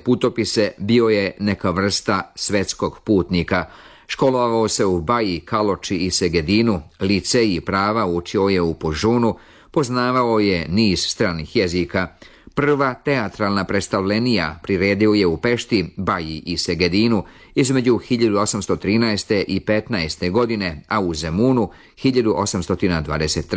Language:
Serbian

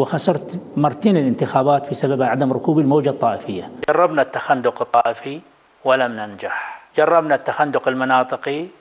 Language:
Mesopotamian Arabic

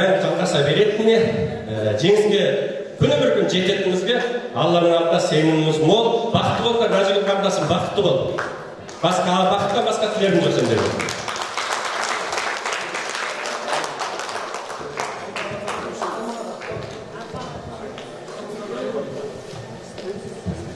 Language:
Kazakh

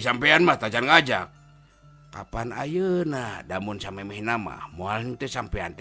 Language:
Sundanese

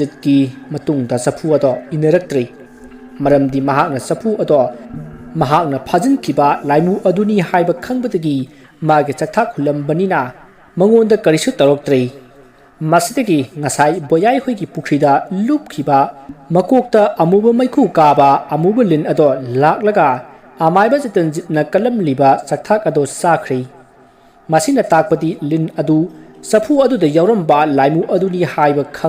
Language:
Manipuri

